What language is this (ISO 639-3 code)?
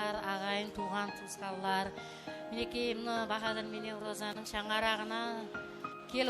kaa